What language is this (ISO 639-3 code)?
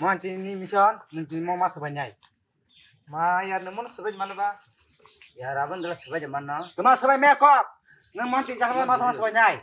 trp